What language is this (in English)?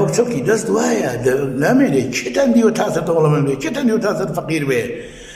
Central Kurdish